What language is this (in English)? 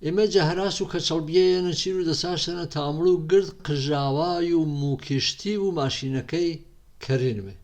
Gurani